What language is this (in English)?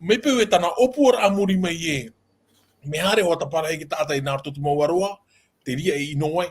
Tahitian